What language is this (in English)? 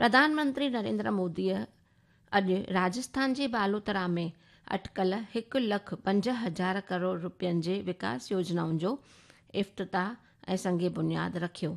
Sindhi